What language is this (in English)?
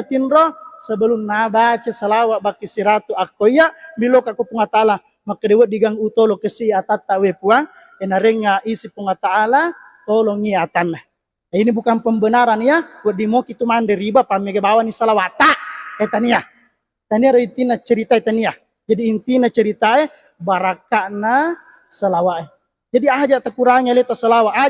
Buginese